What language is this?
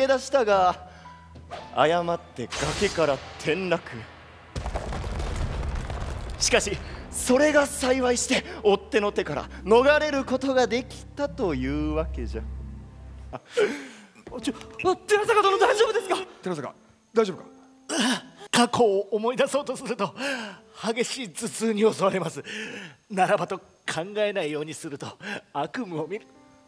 Japanese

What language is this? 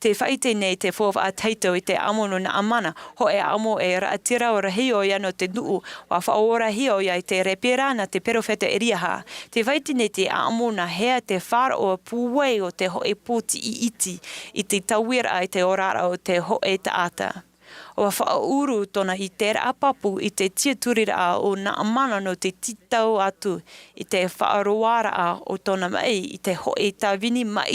Tahitian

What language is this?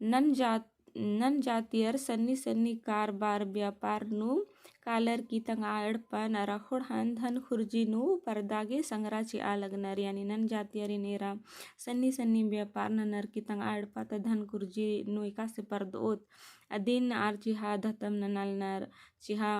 Kurukh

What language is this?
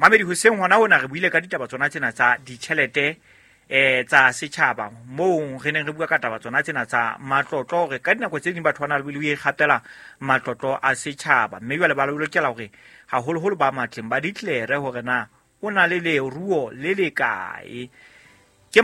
Southern Sotho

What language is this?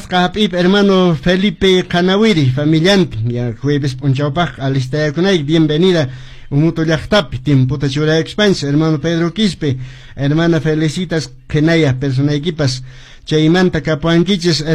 Quechua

